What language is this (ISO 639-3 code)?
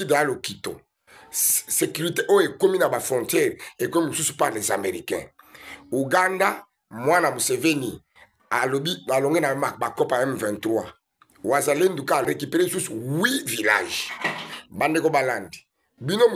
lin